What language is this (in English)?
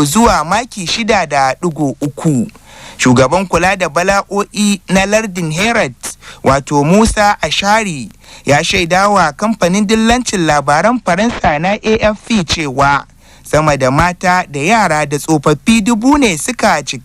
Hausa